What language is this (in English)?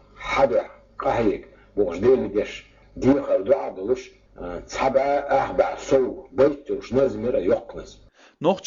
Chechen